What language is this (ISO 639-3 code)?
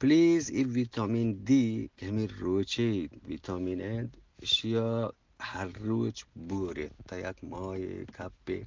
bgp